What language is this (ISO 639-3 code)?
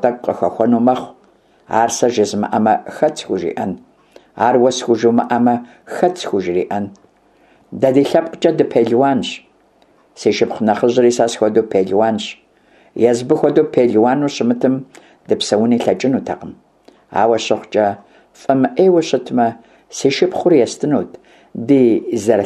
kbd